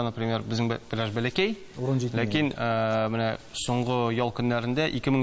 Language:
Tatar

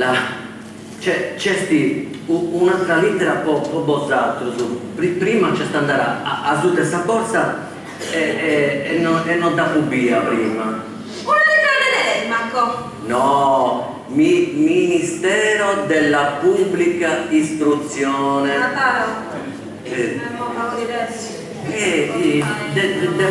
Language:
Sardinian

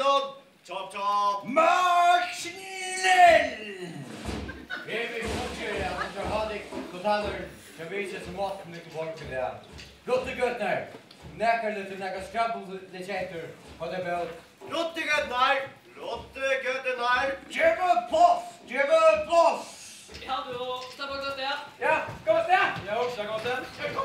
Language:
Faroese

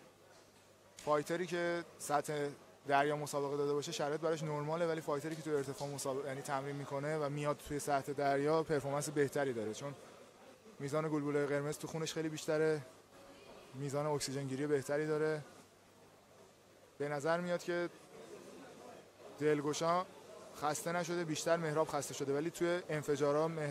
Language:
Persian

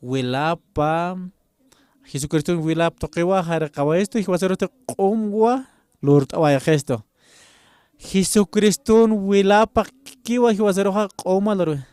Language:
Aymara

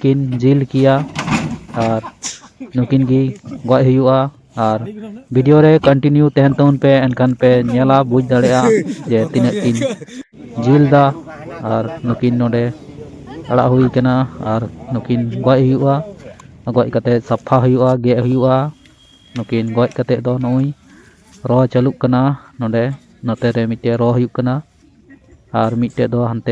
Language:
Santali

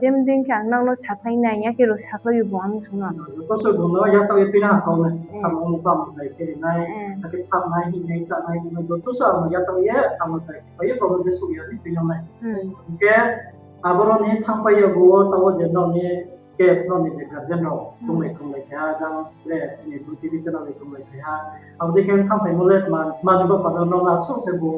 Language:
Riang (India)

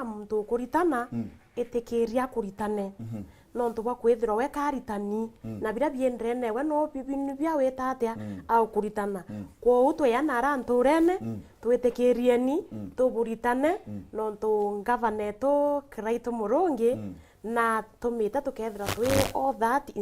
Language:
Meru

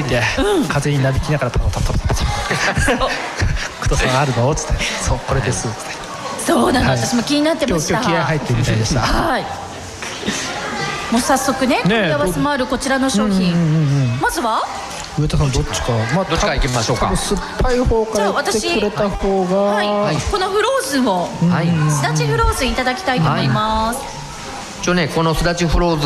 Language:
Japanese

